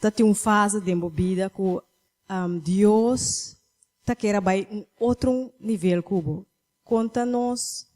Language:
Papiamento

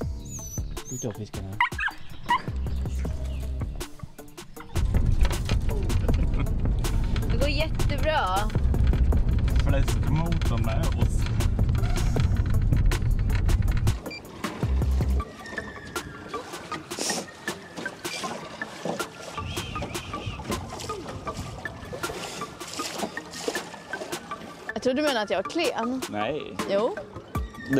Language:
Swedish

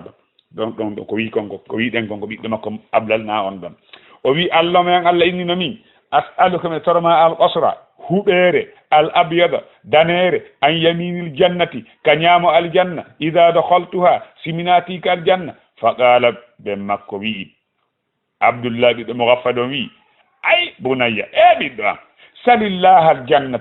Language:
Fula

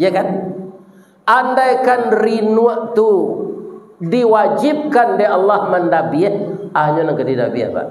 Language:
Minangkabau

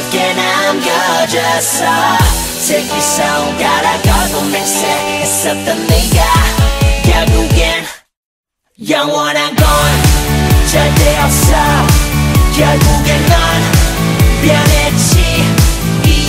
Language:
Korean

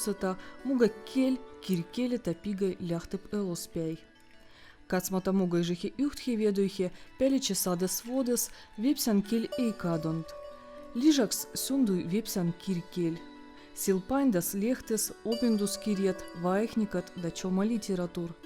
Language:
Veps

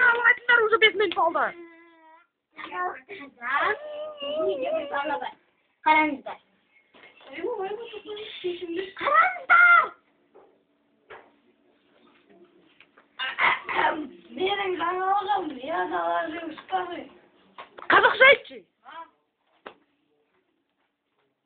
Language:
Kazakh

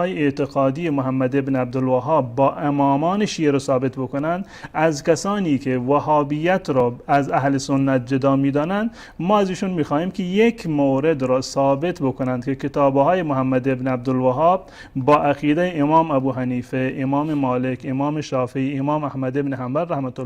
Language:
Persian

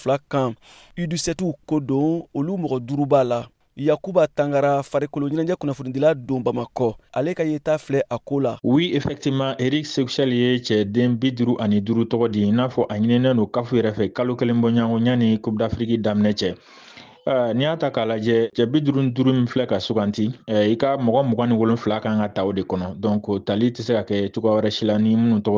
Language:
Bambara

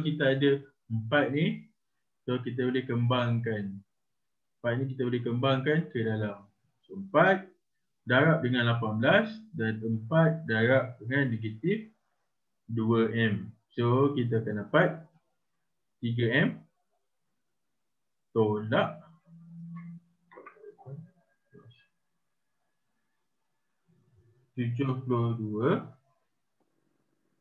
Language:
Malay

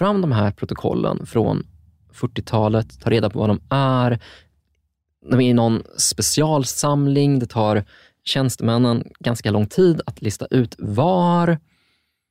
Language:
Swedish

